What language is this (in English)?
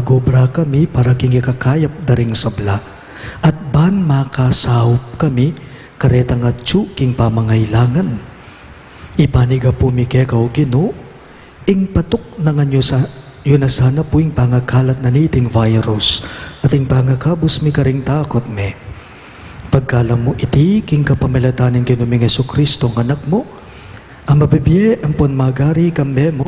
Pampanga